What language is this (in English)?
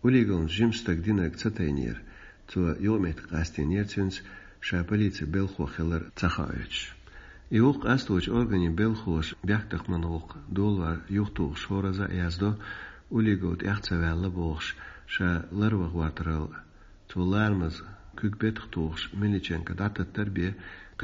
Chechen